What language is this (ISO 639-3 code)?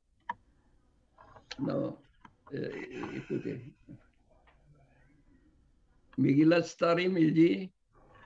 fra